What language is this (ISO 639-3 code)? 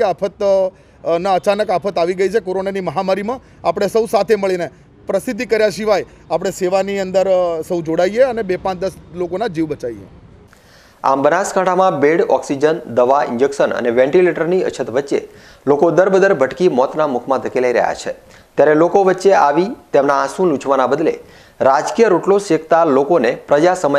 guj